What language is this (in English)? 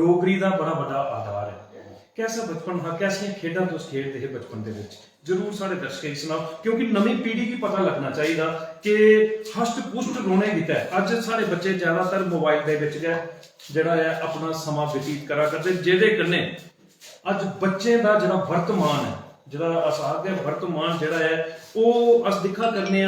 Dogri